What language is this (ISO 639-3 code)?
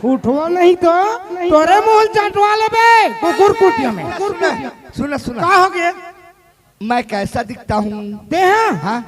hne